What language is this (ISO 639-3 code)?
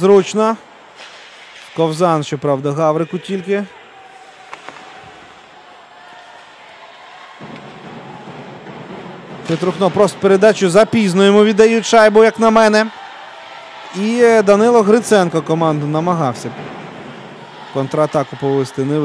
ukr